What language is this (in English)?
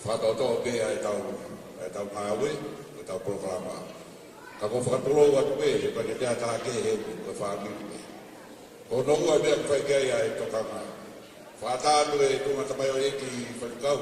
Tongan